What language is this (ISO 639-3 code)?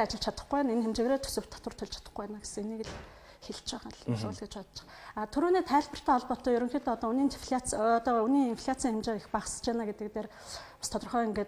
mon